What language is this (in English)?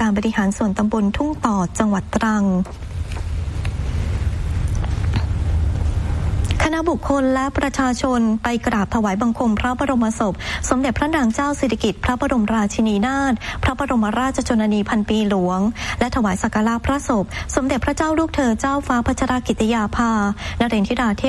Thai